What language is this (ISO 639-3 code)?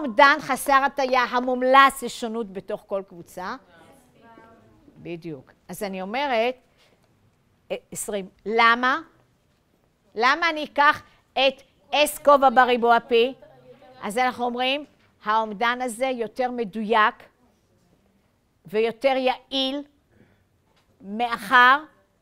heb